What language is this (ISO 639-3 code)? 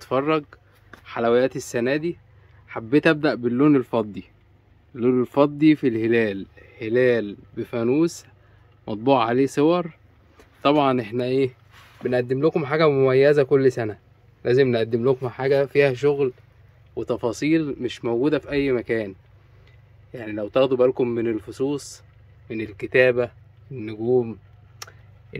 arz